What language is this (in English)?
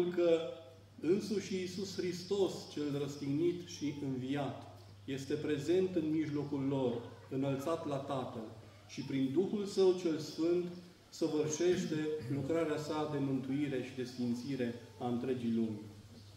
Romanian